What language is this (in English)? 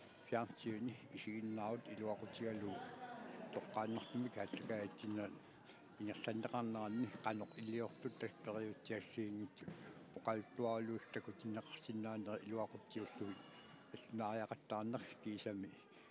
Kalaallisut